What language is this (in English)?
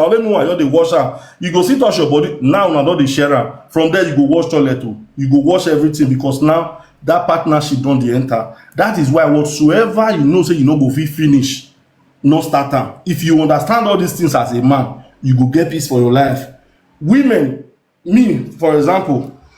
Nigerian Pidgin